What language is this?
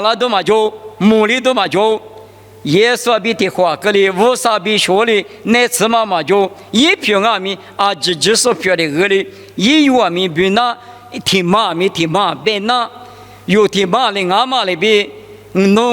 Lisu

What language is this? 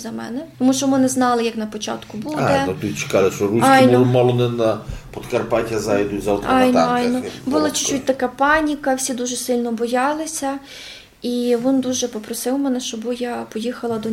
Rusyn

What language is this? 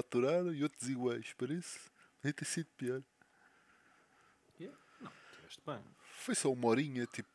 Portuguese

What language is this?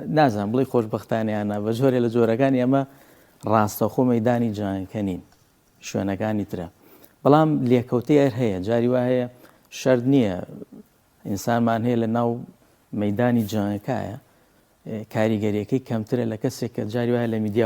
Central Kurdish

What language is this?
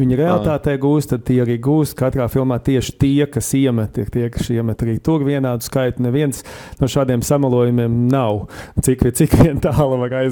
Latvian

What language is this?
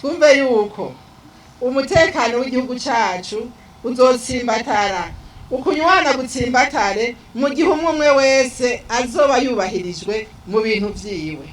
Rundi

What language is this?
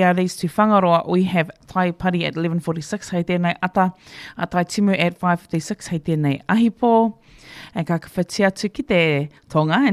Māori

